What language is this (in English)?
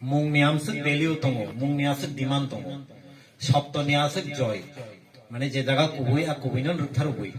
Kok Borok